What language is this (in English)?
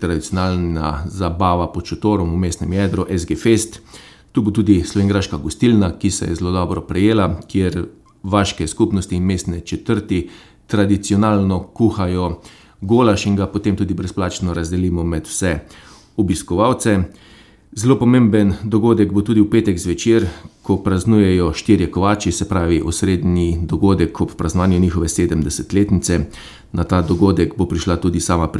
Slovenian